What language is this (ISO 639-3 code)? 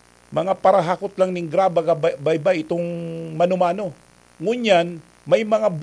bik